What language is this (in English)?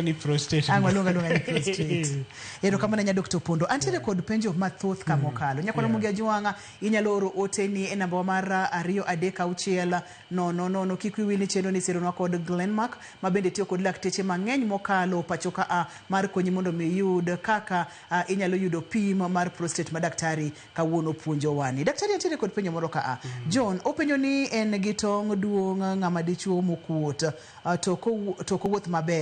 Luo (Kenya and Tanzania)